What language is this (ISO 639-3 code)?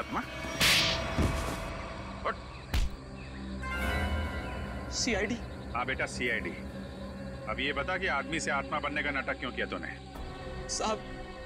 hin